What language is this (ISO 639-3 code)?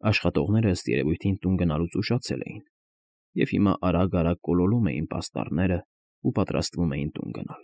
hye